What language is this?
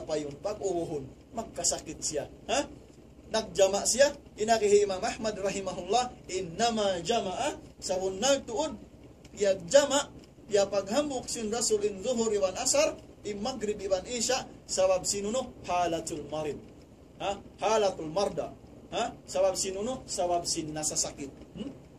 Tausug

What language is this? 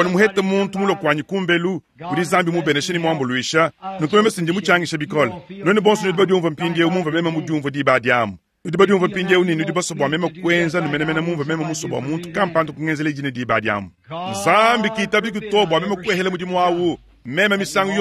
Luba-Lulua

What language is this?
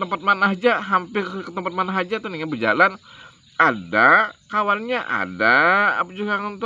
Banjar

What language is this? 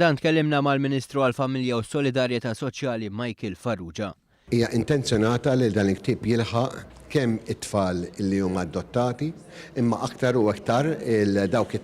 Maltese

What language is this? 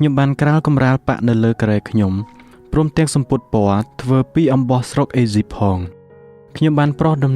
Khmer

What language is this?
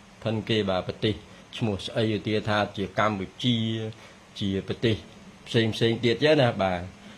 Khmer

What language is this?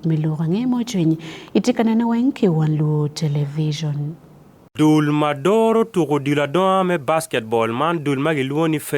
Acoli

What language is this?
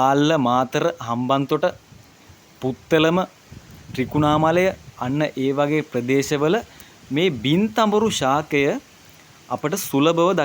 Sinhala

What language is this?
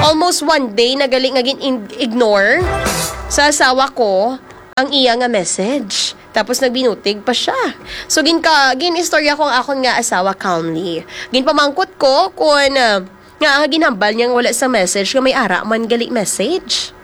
Hiligaynon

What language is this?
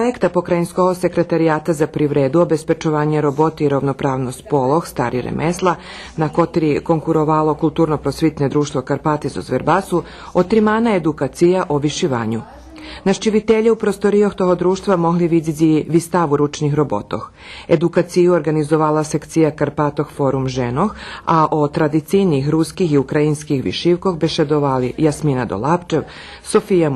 Rusyn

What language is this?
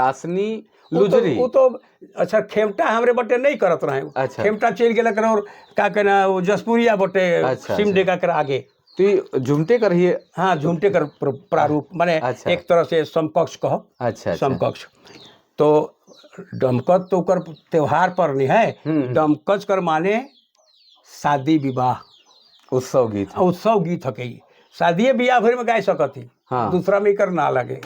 Sadri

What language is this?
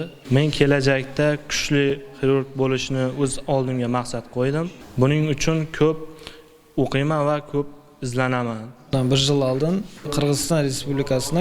Kara-Kalpak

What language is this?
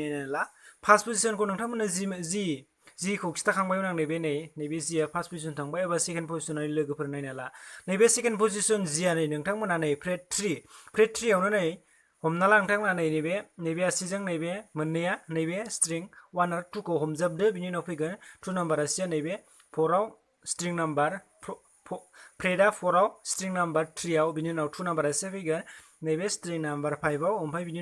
Bodo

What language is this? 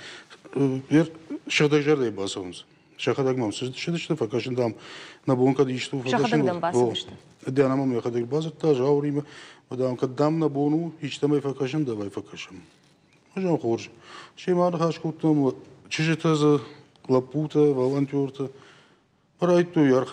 Ossetic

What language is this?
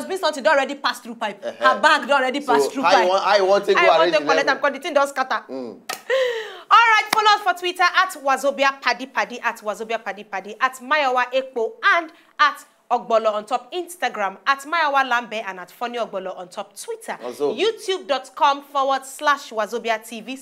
Nigerian Pidgin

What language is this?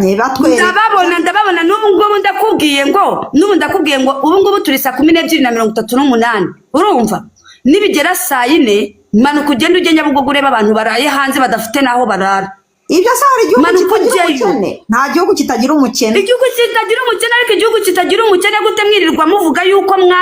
Kinyarwanda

